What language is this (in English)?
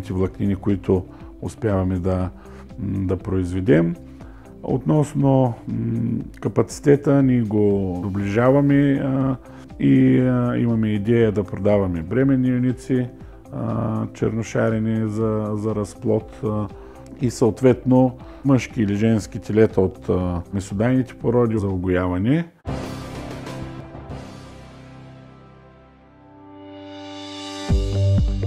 Bulgarian